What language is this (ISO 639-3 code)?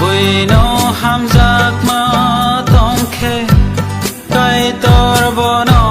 trp